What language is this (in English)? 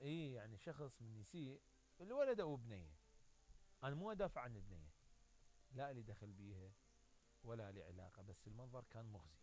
Mesopotamian Arabic